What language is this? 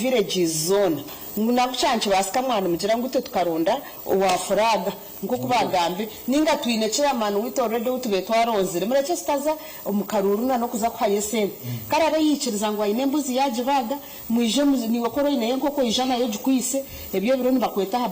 Nyankole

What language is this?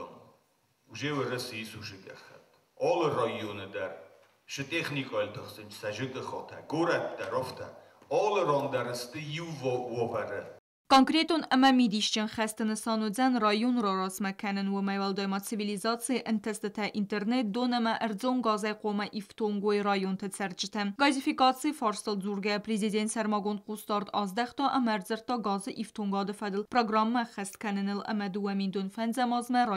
Ossetic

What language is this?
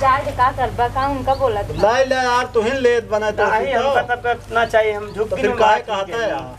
Awadhi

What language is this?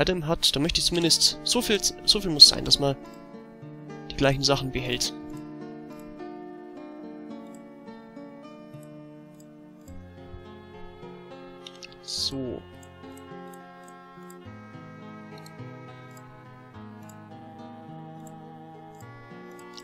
German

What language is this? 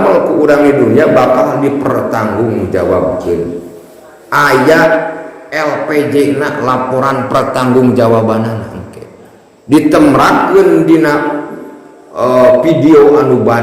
Sundanese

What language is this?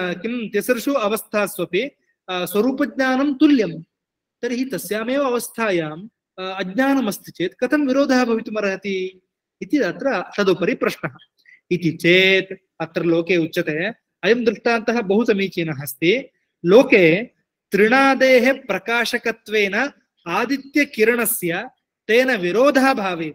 Sanskrit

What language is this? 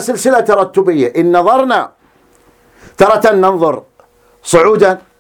Arabic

